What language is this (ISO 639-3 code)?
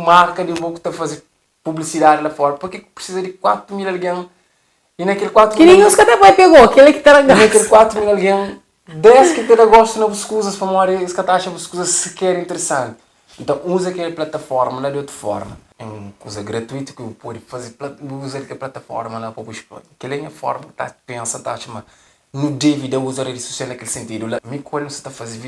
kea